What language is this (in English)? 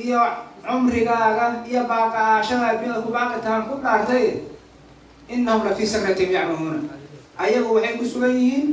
Somali